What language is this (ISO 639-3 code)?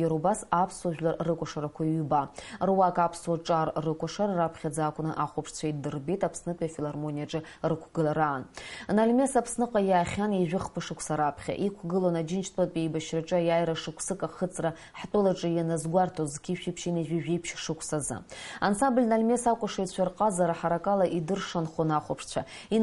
abk